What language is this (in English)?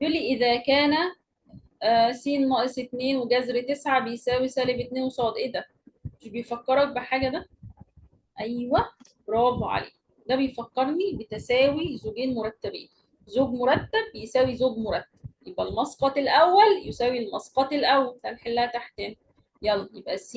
Egyptian Arabic